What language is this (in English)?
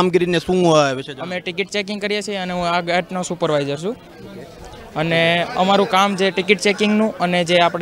Gujarati